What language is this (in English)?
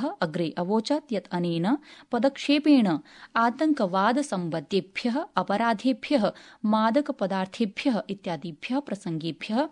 Sanskrit